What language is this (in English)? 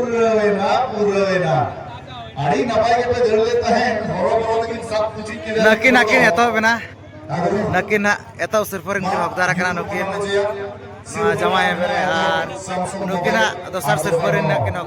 Santali